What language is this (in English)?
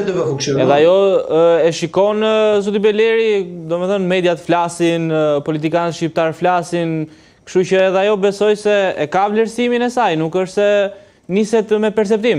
Albanian